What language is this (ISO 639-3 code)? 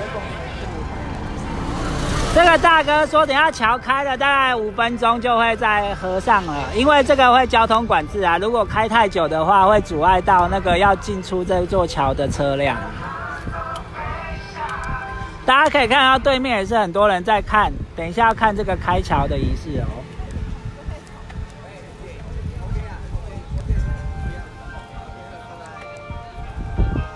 zho